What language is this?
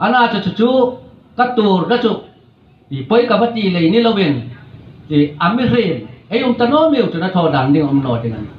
Hmar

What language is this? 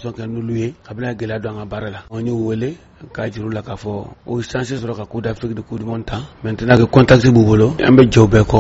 Bambara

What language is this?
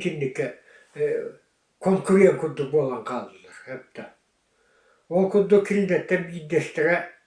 Yakut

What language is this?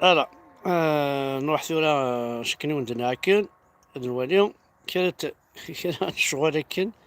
Kabyle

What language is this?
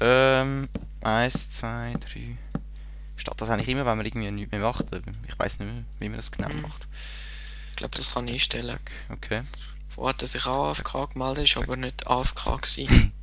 Swiss German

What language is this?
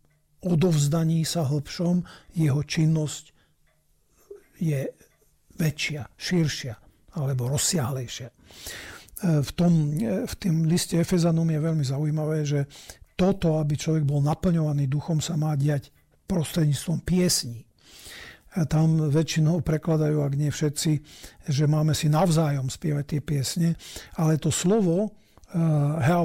Slovak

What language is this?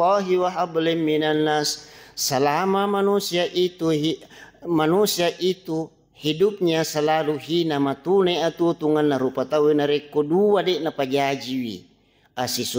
Buginese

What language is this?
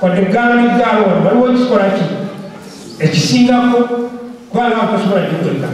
Ganda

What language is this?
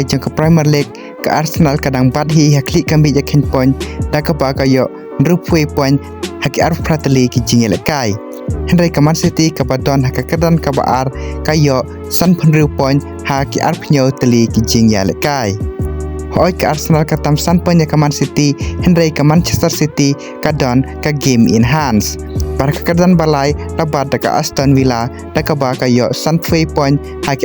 Khasi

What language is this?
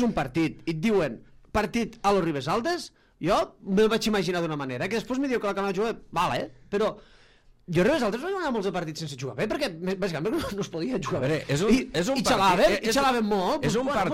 Catalan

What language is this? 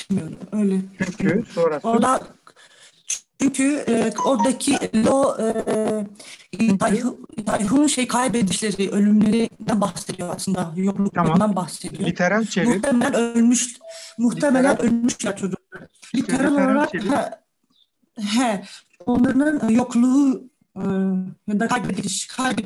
Turkish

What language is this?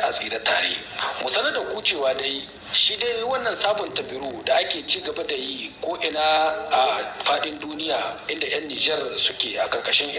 Hausa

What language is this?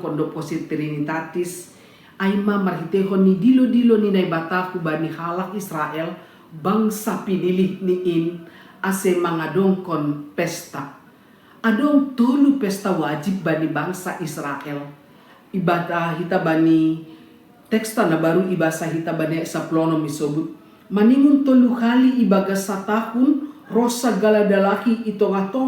Batak Simalungun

